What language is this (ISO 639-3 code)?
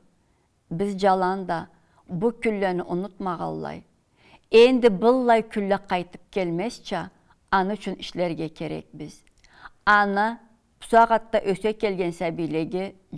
krc